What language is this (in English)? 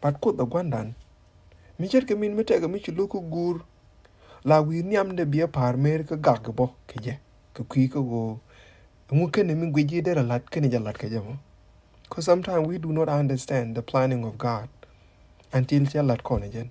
Nuer